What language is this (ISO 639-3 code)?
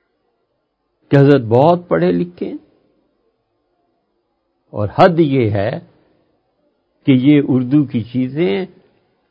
urd